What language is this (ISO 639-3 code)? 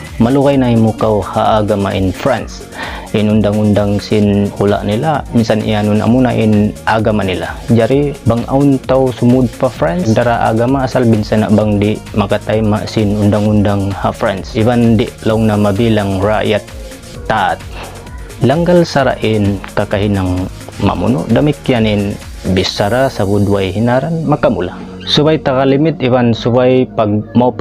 tsg